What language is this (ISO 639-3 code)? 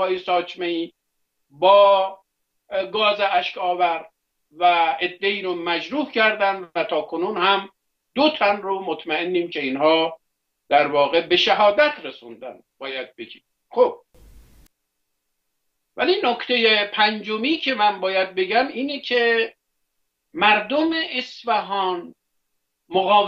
fas